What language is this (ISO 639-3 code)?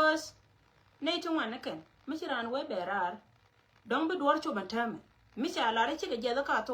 nus